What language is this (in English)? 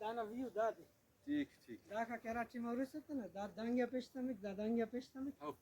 Brahui